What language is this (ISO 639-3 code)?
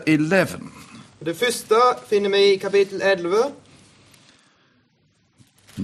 nor